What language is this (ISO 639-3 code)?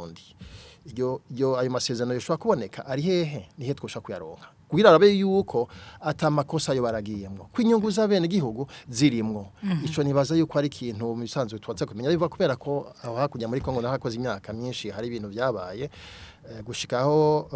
run